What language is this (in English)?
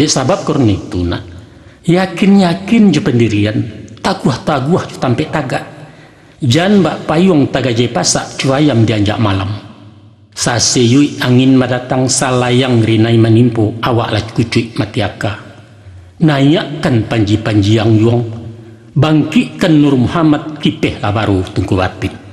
Minangkabau